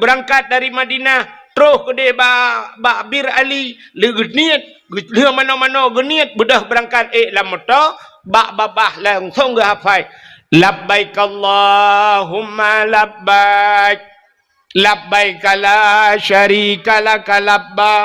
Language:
Achinese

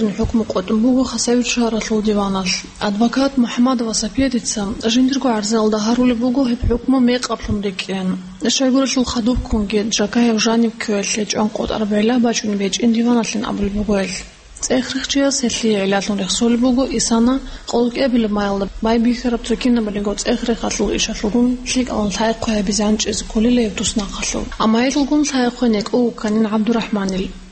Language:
Avaric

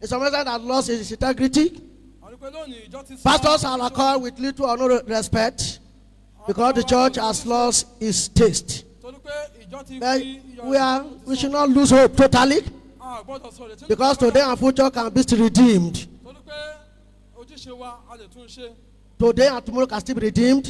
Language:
Yoruba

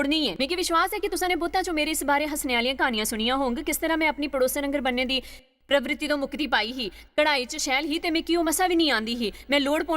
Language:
Dogri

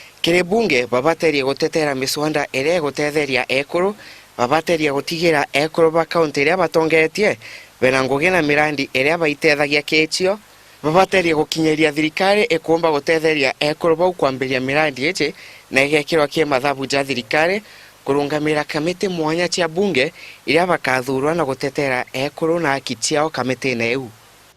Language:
Meru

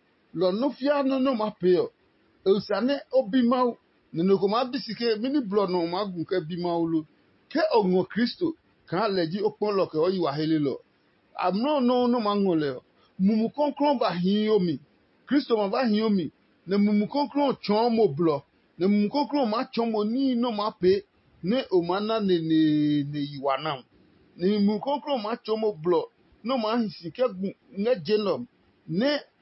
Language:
Adangme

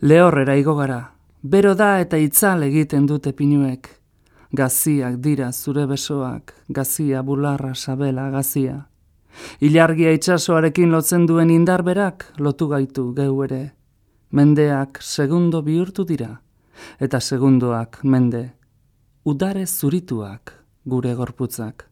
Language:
Basque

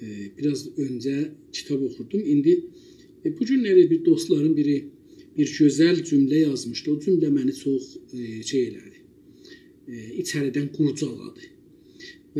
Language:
South Azerbaijani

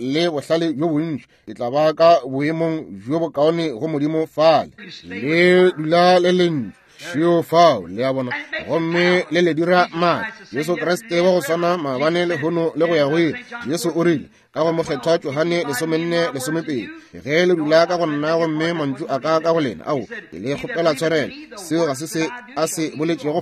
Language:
Northern Sotho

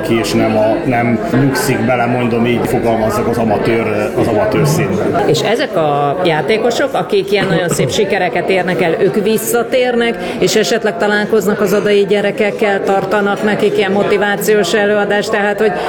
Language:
Hungarian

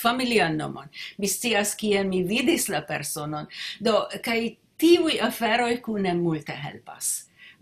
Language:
Esperanto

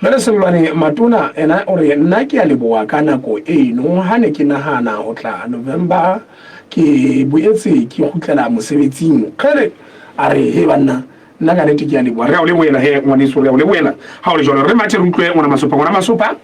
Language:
Southern Sotho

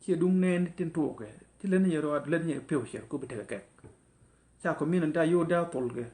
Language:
Nuer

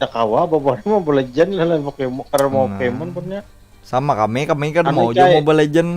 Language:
Banjar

